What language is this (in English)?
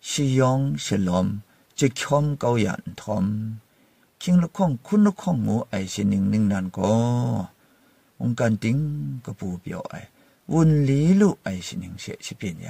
Kachin